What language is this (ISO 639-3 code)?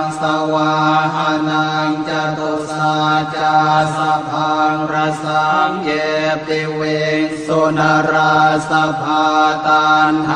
pli